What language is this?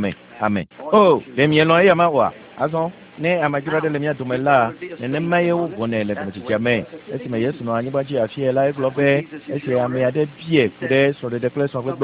Ewe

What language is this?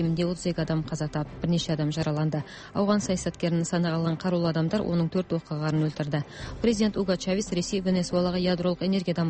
Kazakh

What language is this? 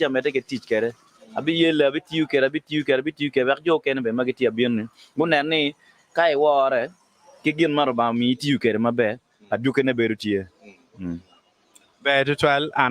Acoli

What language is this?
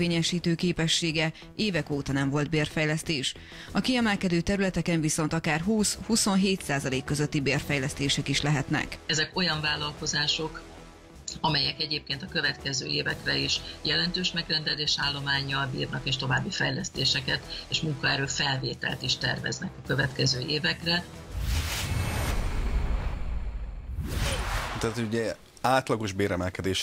Hungarian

